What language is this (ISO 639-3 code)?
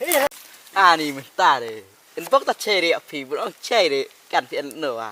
kha